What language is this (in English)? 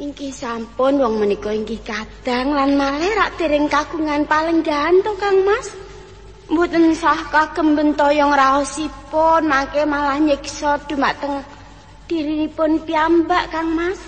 Javanese